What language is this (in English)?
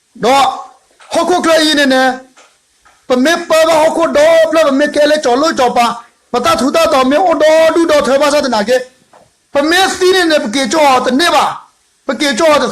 S'gaw Karen